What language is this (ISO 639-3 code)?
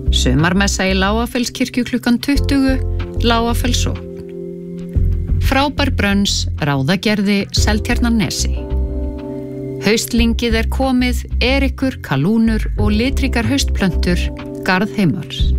isl